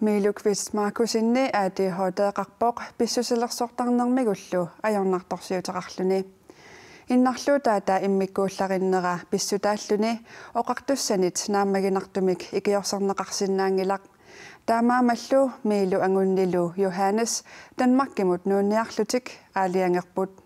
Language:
Kalaallisut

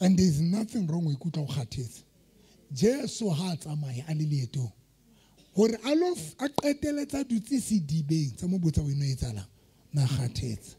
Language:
Southern Sotho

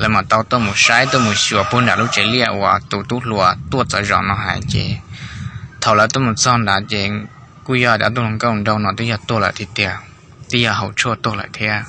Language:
Hmong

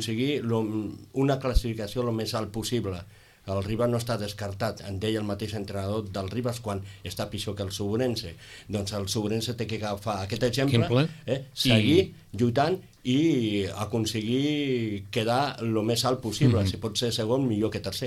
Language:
Catalan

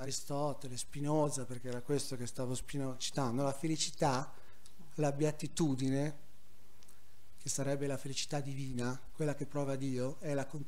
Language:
Italian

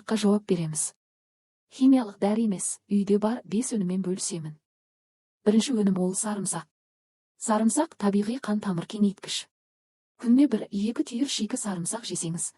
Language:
Kazakh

